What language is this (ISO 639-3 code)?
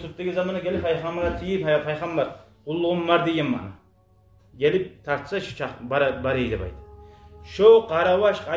kum